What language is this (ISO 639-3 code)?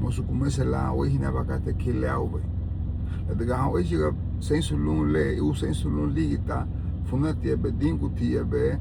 cab